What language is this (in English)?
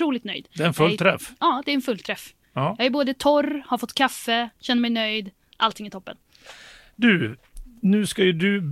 Swedish